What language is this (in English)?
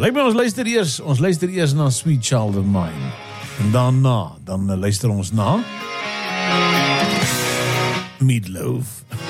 Afrikaans